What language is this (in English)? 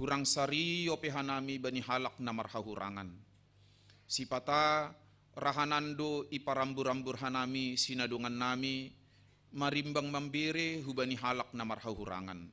Batak Simalungun